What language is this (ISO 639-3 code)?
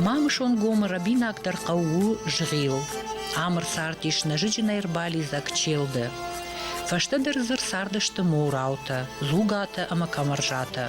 oss